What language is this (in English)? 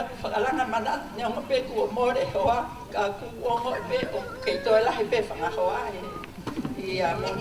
Tongan